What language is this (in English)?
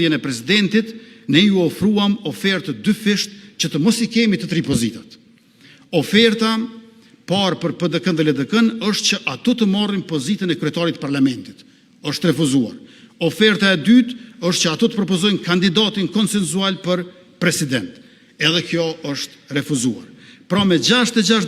Albanian